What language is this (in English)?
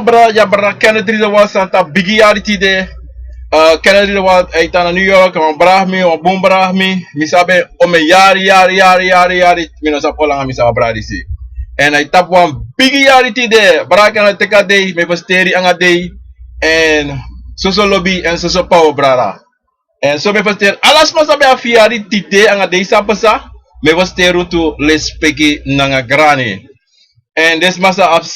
Sranan Tongo